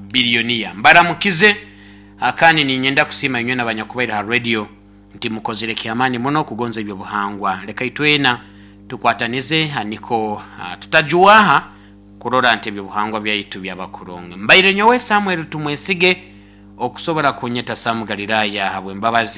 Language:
Nyoro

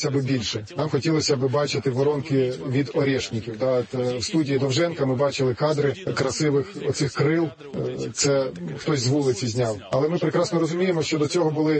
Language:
Ukrainian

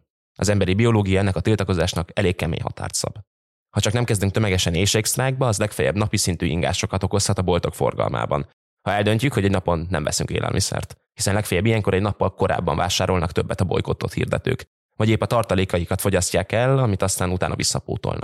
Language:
Hungarian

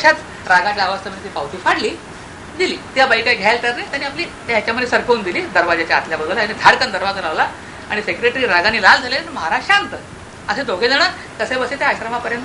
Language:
Marathi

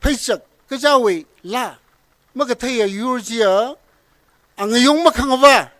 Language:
Tangkhul Naga (India)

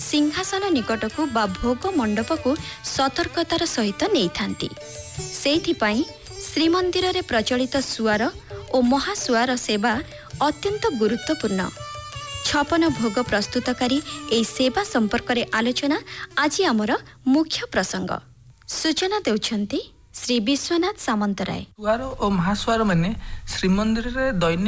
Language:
Odia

